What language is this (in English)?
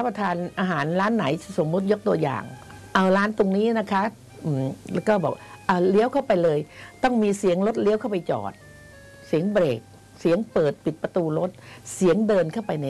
Thai